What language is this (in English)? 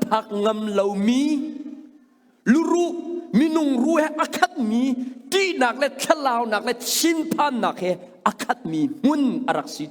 Hakha Chin